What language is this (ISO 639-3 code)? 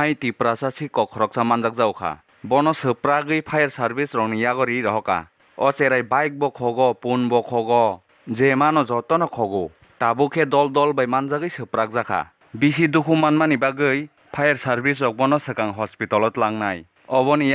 trp